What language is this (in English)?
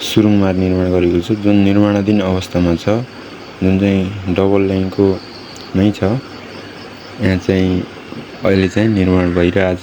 Nepali